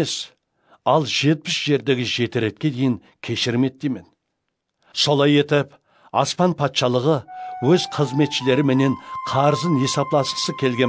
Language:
Kara-Kalpak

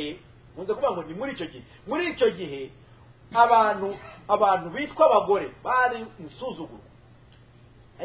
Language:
Kinyarwanda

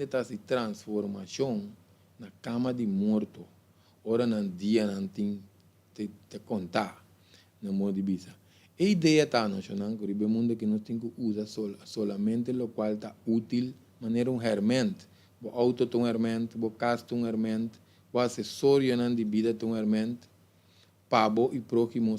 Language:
Papiamento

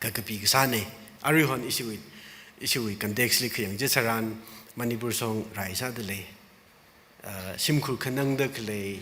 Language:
Tangkhul Naga (India)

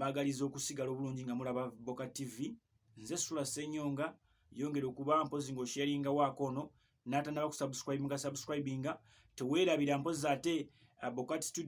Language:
Ganda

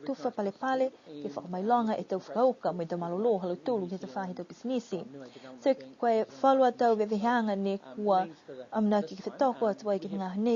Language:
Niuean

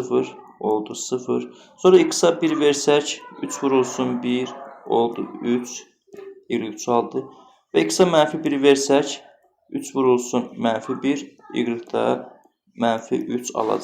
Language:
Azerbaijani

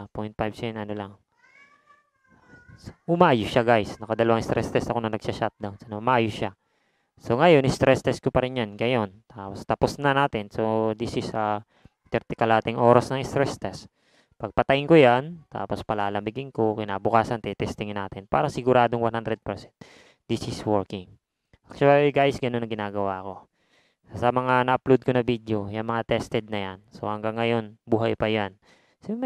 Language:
Filipino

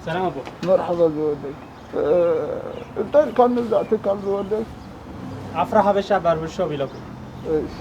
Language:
Tigrinya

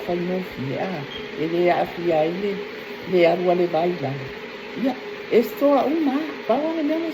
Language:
Samoan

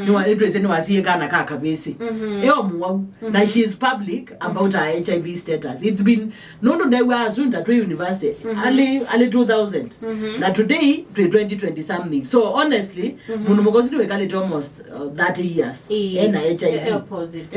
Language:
Kamba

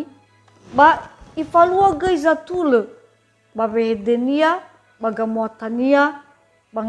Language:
Nias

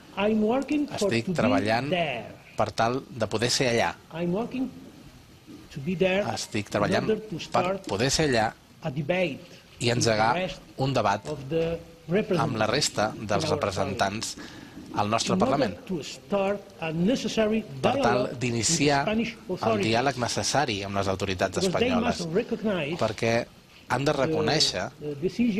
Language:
Catalan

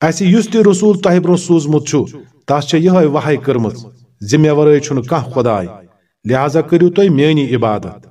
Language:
Kashmiri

